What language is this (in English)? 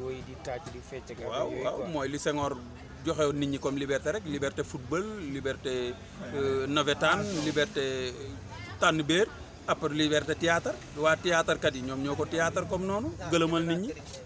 Wolof